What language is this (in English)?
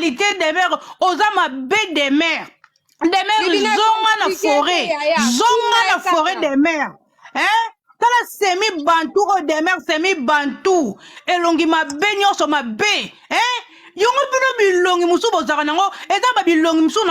Lingala